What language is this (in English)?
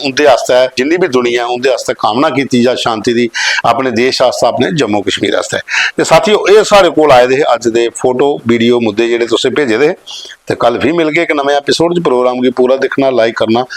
Dogri